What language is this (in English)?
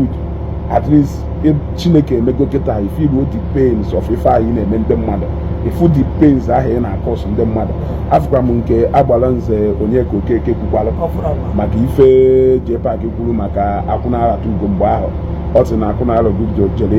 Igbo